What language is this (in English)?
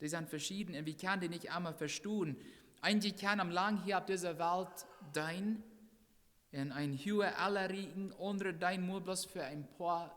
Plautdietsch